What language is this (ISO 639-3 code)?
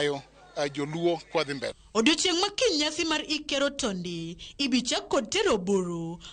luo